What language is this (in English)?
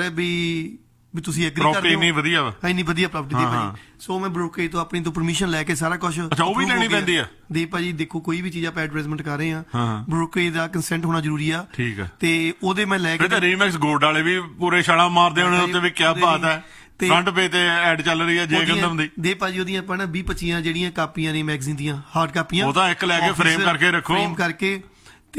Punjabi